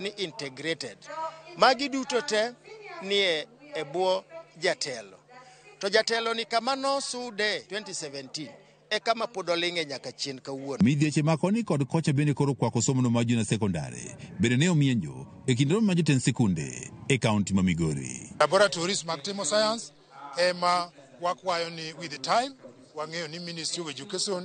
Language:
Luo (Kenya and Tanzania)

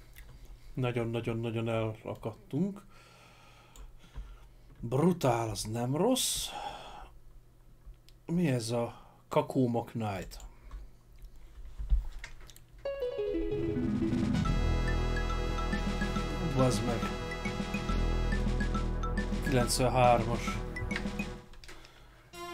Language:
Hungarian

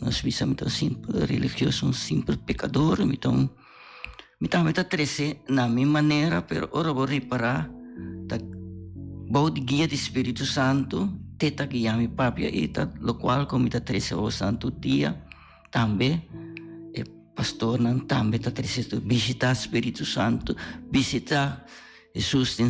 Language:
Papiamento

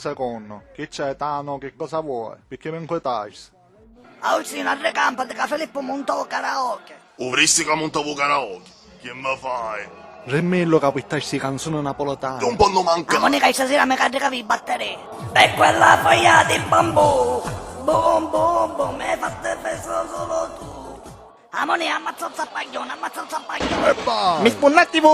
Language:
Sicilian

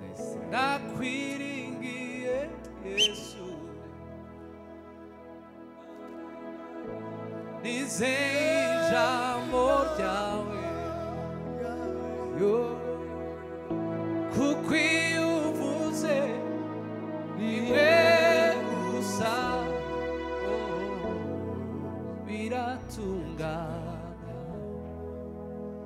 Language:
Kinyarwanda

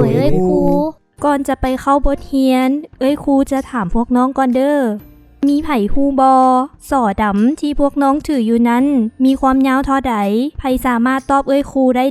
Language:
Lao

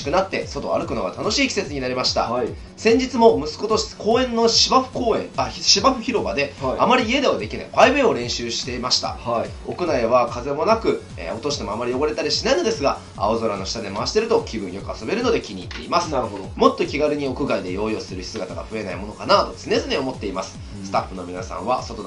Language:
Japanese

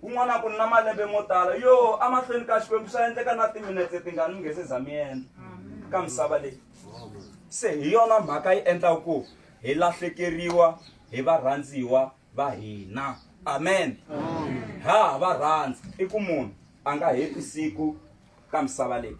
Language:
Tsonga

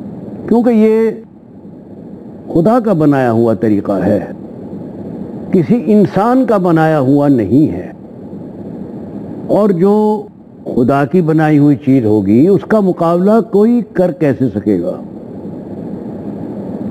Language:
Urdu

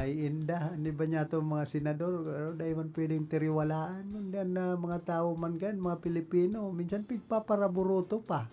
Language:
Bikol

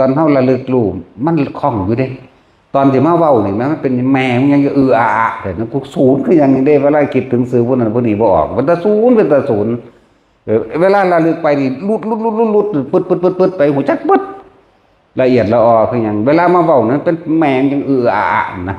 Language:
Northeastern Thai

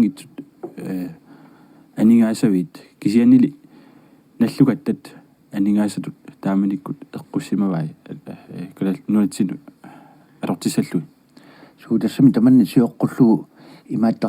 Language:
Kalaallisut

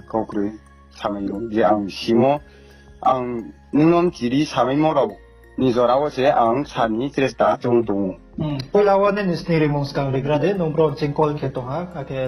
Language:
Riang (India)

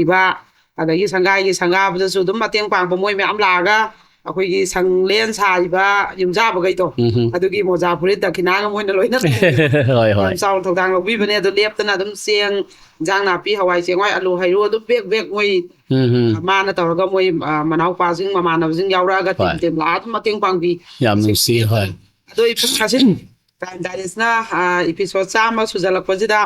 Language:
Manipuri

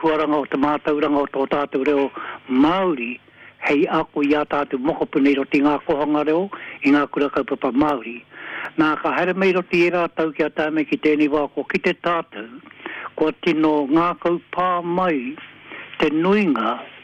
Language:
Māori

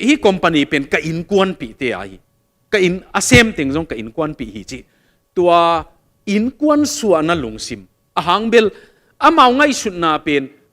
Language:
Tedim Chin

